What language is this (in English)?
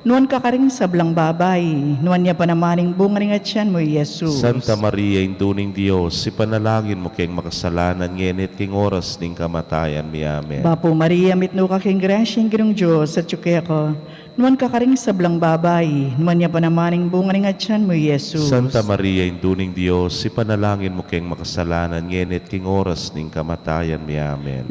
Pampanga